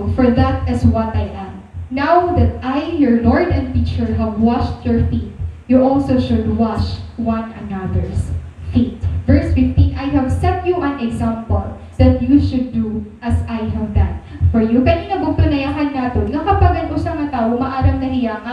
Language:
Waray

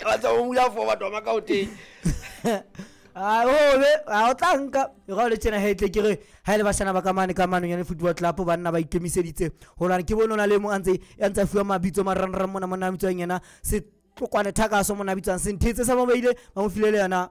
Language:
Southern Sotho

